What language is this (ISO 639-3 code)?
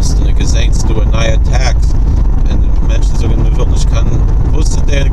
yid